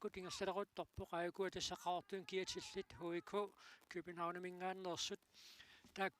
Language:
Kalaallisut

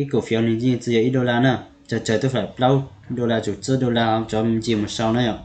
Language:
Hmong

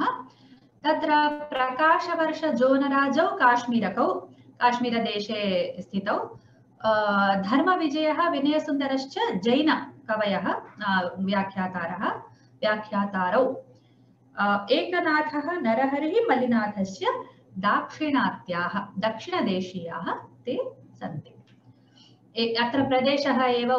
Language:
Sanskrit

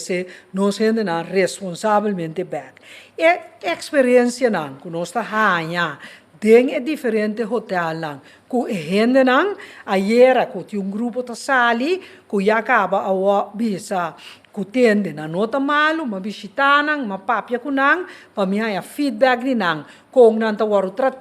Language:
Papiamento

